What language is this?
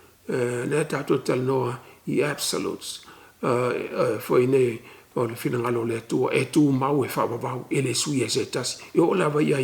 Samoan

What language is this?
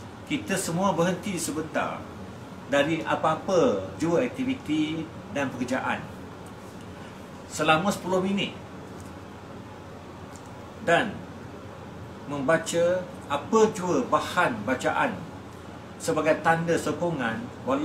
Malay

